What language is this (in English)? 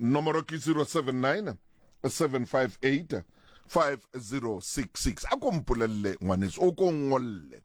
Southern Sotho